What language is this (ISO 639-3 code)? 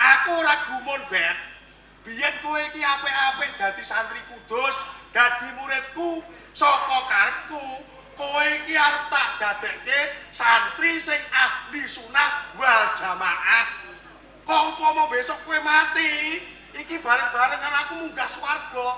jav